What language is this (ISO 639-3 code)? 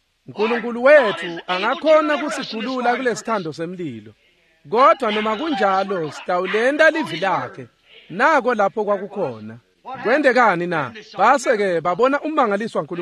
ssw